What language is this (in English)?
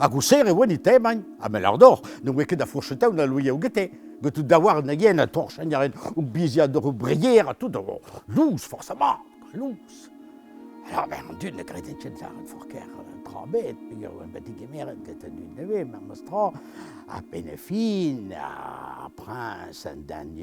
Breton